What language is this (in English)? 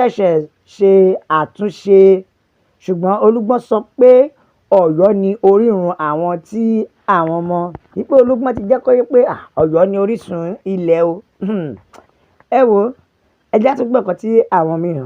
Yoruba